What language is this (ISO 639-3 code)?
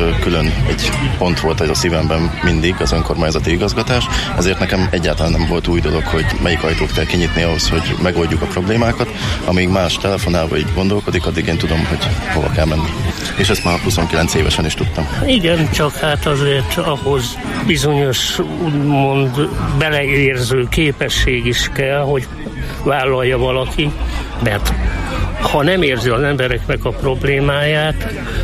hun